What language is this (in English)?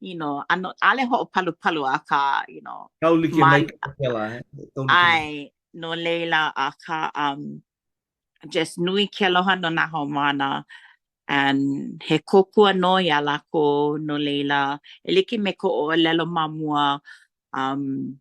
Hawaiian